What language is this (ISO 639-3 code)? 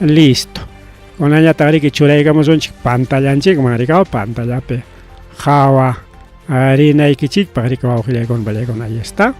quy